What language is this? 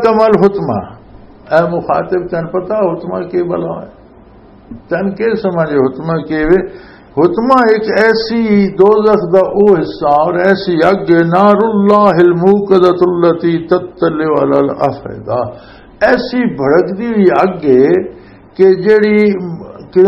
Western Panjabi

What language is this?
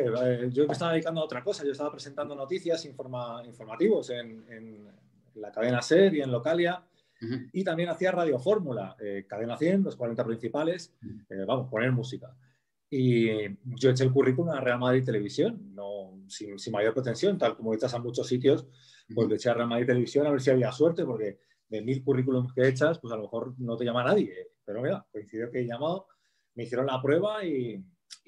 Spanish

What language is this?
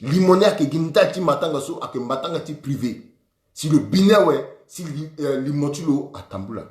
Sango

